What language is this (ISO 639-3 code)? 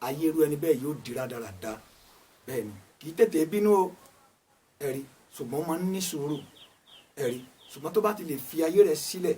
yor